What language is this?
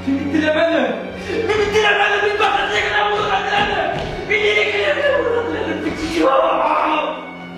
Bashkir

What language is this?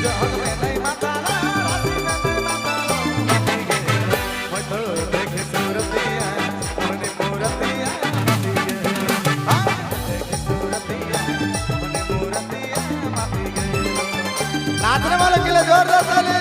Sadri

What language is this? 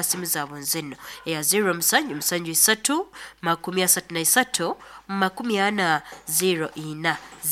Nyoro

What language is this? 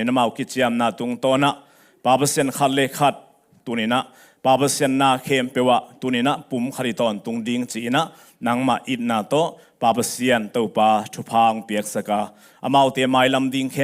Tedim Chin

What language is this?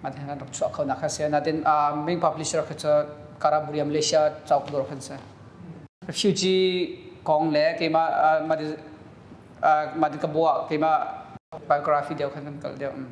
Hakha Chin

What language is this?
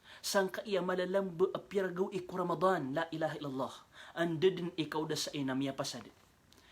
Maranao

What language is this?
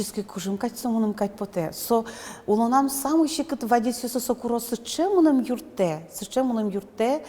Udmurt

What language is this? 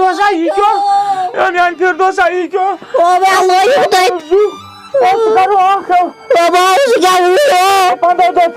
Kashmiri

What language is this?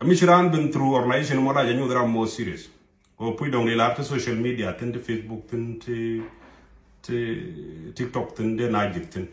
Nuer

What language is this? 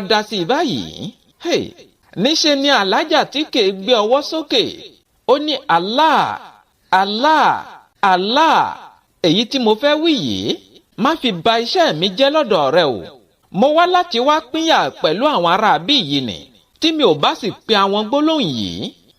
Yoruba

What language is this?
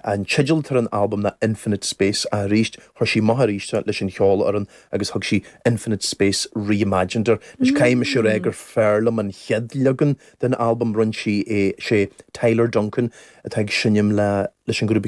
Irish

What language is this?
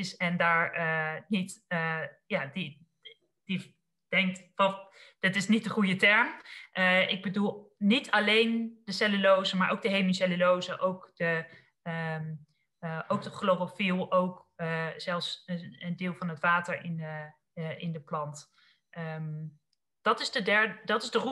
Dutch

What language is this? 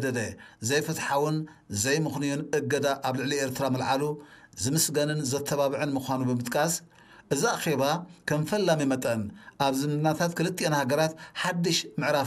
Tigrinya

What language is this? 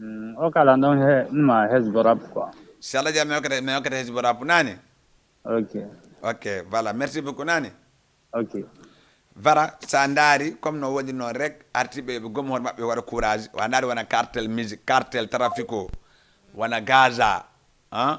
Fula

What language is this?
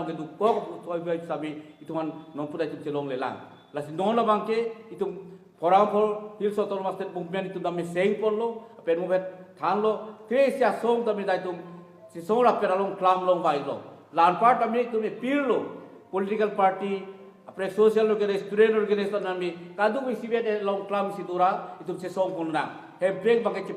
Karbi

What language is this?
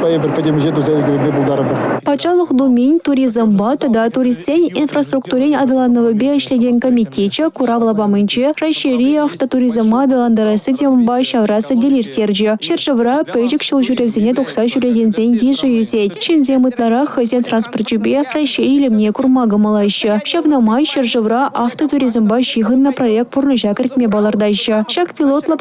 Chuvash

